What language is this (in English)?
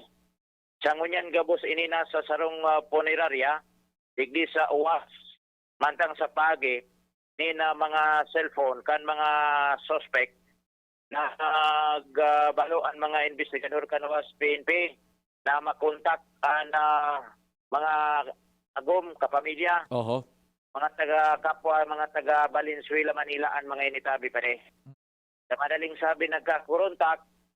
Bikol